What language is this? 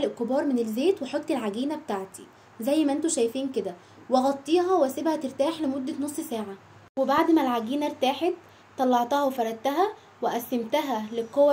Egyptian Arabic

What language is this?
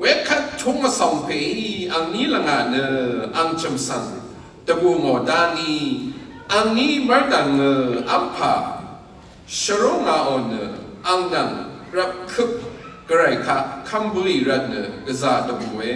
Rawang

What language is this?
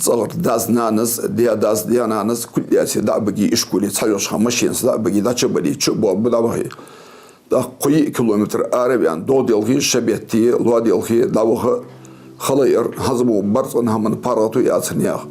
Ingush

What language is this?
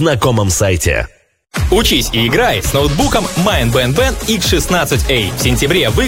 Russian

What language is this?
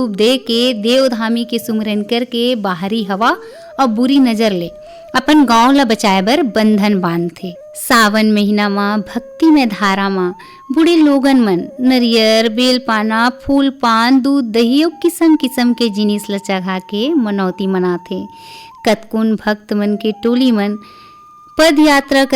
Chhattisgarhi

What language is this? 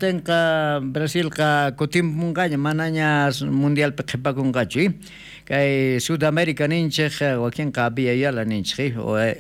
South Bolivian Quechua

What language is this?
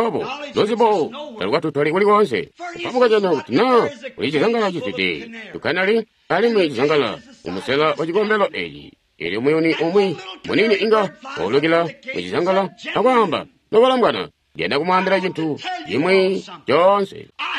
Tonga (Zambia)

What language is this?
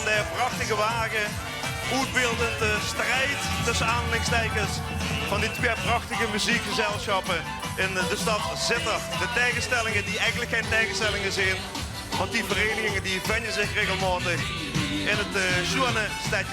Limburgish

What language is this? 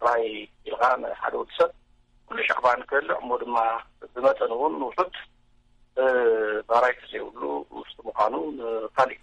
Tigrinya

